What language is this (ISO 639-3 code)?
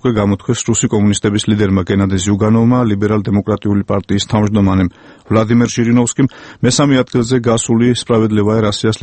kat